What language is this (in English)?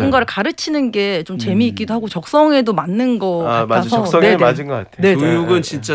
Korean